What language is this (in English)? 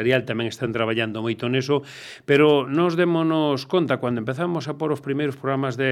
Galician